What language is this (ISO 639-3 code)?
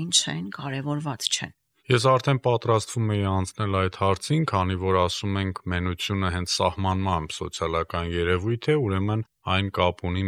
hye